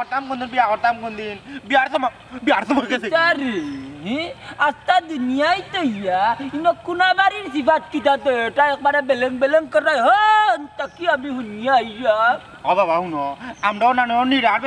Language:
Sylheti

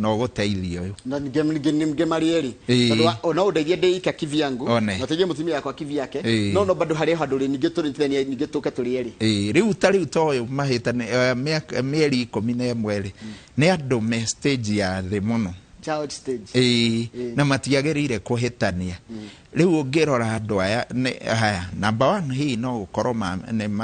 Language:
Kikuyu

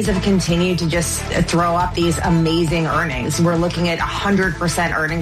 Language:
English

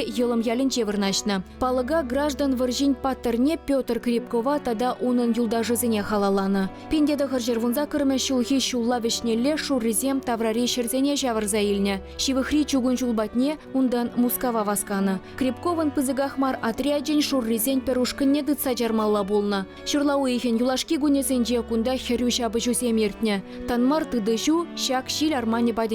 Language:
Chuvash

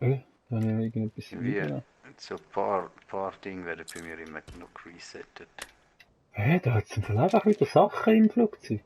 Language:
Swiss German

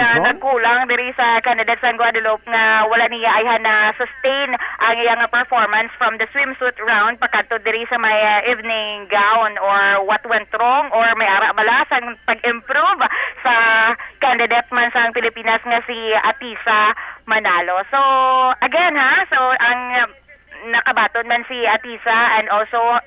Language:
Hiligaynon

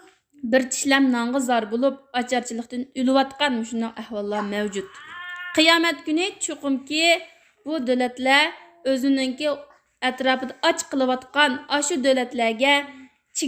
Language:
Uyghur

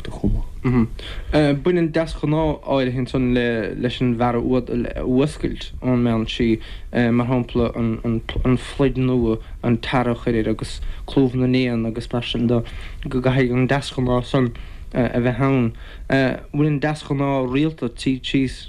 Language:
Irish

